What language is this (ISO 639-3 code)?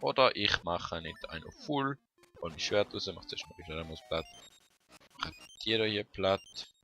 gsw